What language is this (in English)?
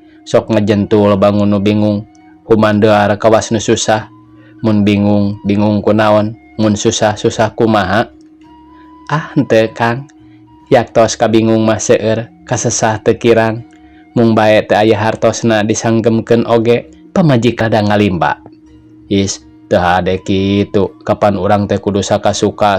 Sundanese